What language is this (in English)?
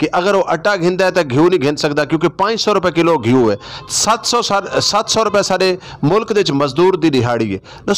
Saraiki